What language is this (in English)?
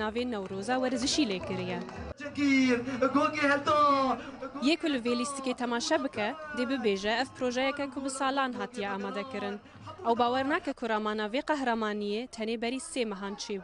Kurdish